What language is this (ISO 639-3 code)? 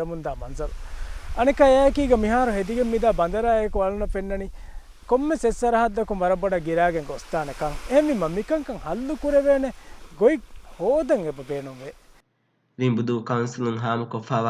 div